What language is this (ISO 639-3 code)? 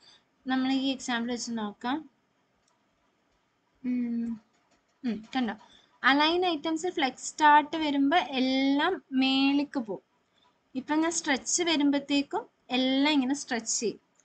mal